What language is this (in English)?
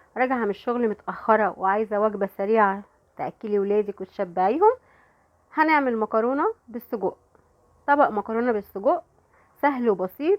Egyptian Arabic